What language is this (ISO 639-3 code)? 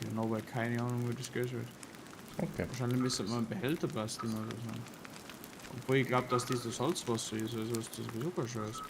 bar